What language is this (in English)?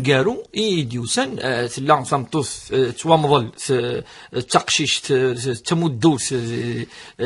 Kabyle